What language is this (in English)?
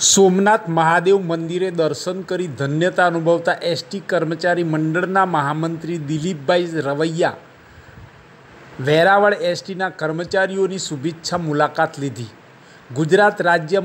Gujarati